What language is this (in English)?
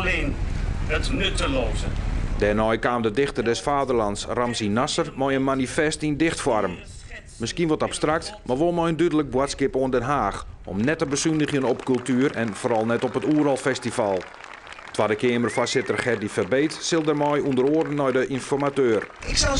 Western Frisian